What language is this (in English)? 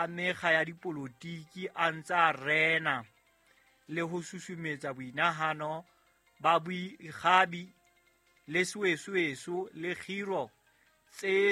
Southern Sotho